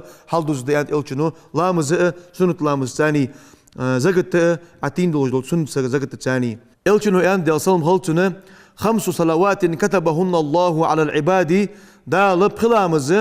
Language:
Ingush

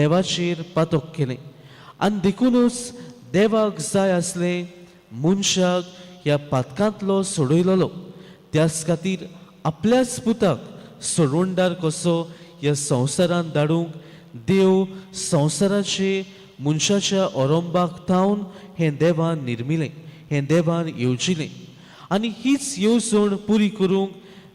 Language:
Konkani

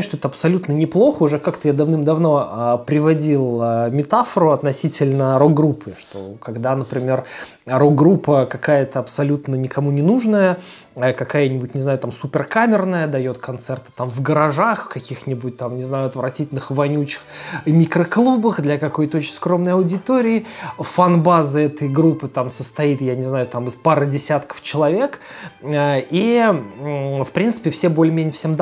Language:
Russian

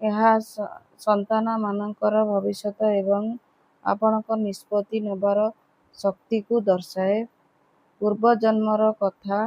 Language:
Odia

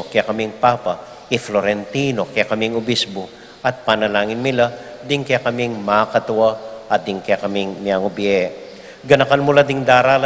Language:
Pampanga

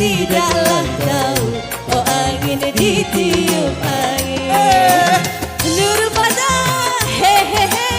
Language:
Banjar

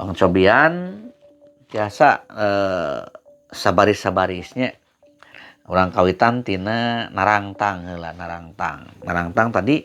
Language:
Sundanese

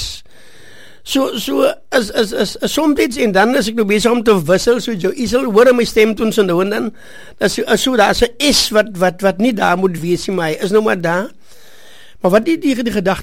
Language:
Afrikaans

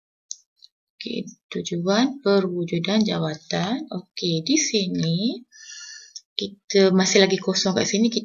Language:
Malay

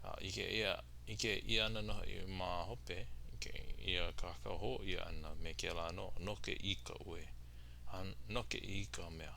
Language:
Hawaiian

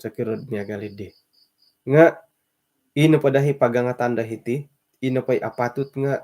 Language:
Central Dusun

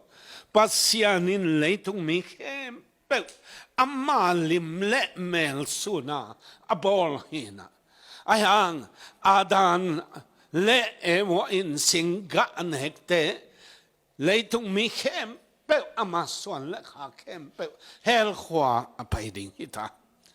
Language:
Tedim Chin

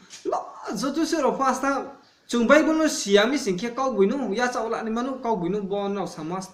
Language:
Riang (India)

